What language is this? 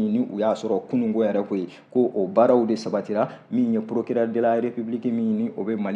Bambara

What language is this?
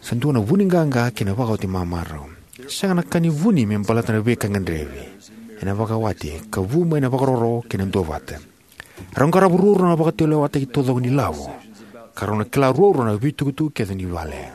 Fijian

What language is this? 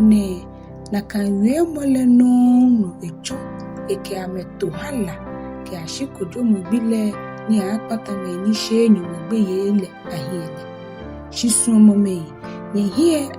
Ga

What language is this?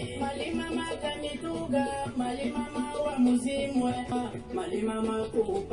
Lega-Shabunda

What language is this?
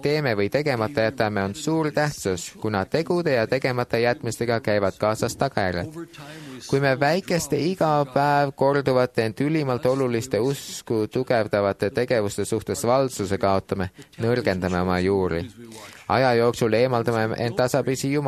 Estonian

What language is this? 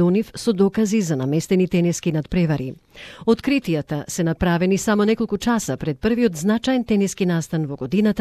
Macedonian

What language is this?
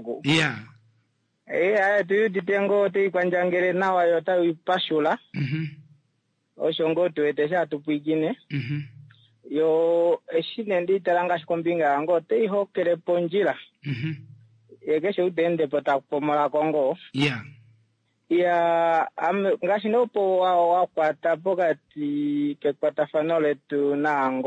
Kuanyama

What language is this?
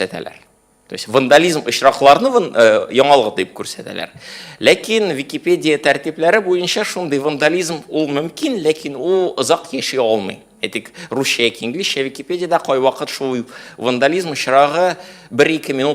Tatar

